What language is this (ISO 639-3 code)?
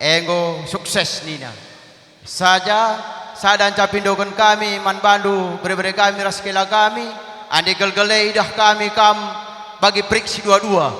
btx